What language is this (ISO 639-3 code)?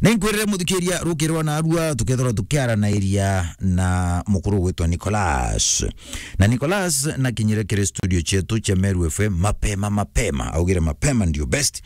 mer